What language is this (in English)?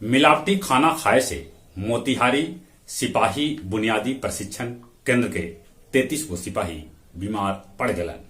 Magahi